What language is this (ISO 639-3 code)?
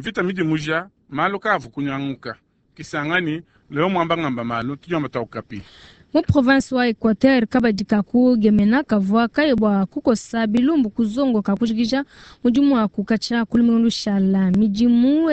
lua